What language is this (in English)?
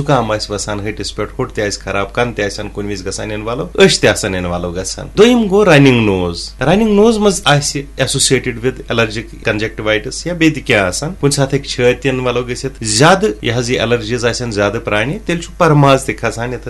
Kashmiri